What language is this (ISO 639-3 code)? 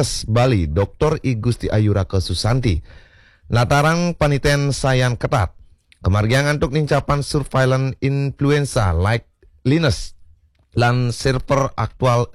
ban